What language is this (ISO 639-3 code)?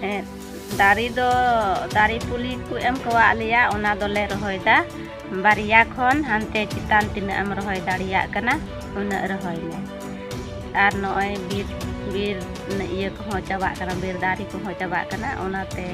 sat